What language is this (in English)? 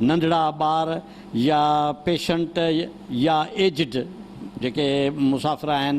Sindhi